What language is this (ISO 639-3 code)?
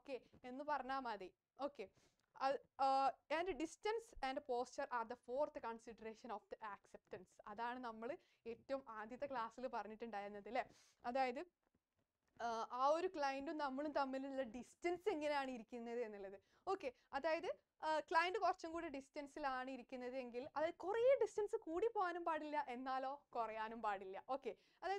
mal